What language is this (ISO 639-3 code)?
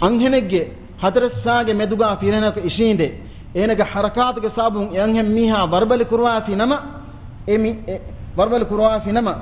div